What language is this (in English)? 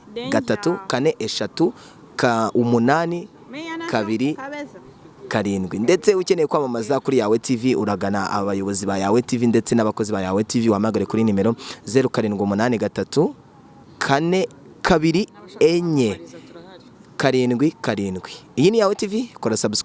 Kinyarwanda